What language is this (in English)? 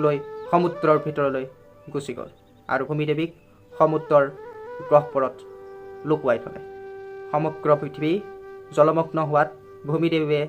Assamese